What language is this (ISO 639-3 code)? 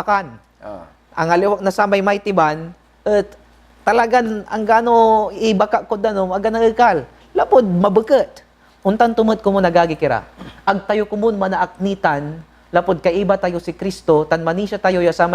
pag